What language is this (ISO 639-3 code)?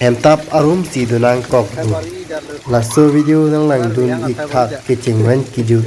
mjw